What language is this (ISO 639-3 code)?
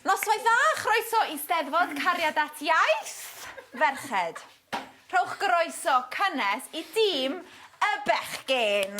cym